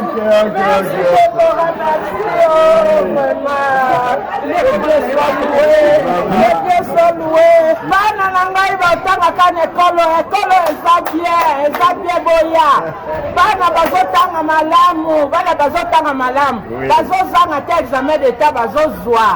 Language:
Lingala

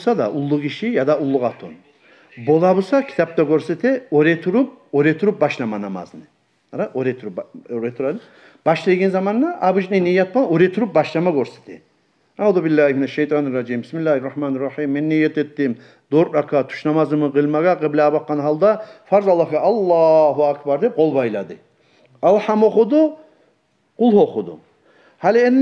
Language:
Kumyk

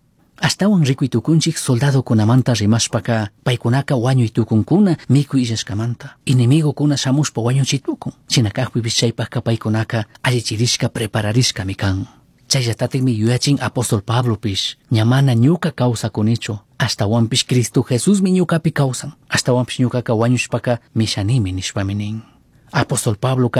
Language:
Chimborazo Highland Quichua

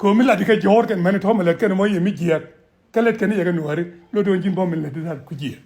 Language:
Nuer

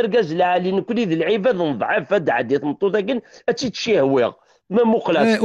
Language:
Kabyle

